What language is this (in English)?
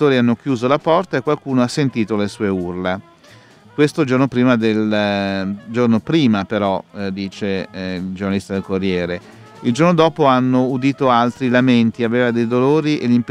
Italian